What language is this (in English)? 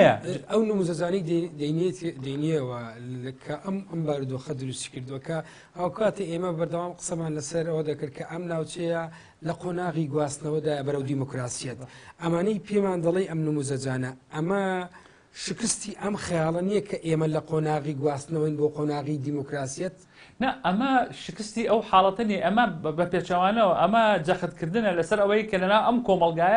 Central Kurdish